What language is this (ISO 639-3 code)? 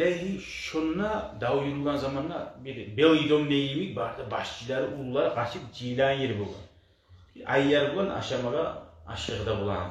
kum